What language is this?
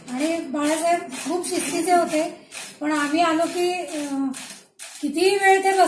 Marathi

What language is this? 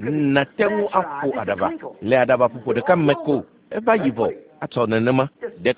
Ewe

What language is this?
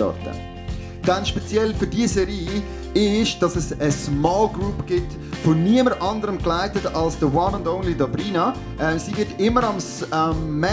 Swiss German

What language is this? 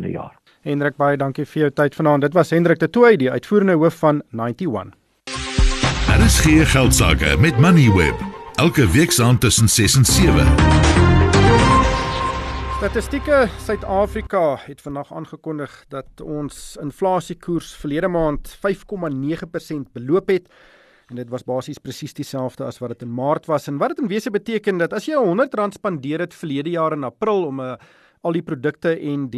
Afrikaans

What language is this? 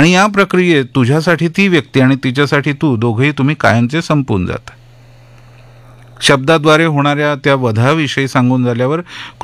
Marathi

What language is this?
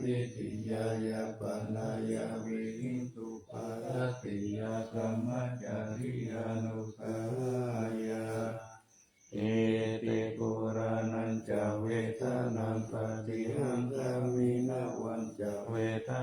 Pali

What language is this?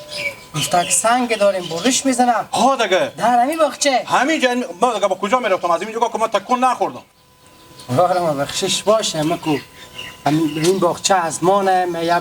Hazaragi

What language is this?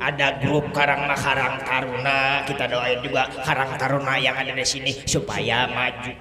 Betawi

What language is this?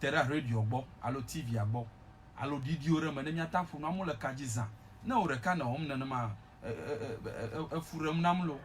Ewe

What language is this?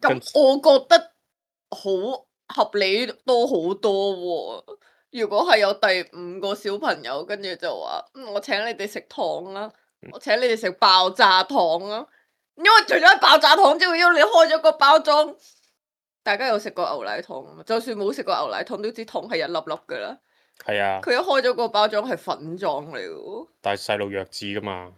Cantonese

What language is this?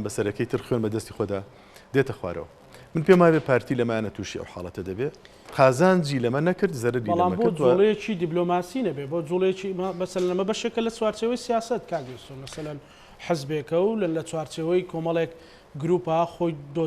Central Kurdish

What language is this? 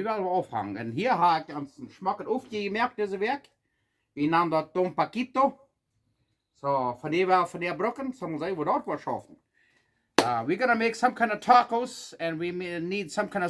Plautdietsch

